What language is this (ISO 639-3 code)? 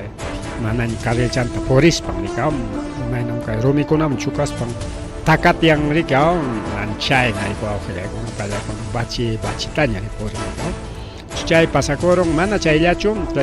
quy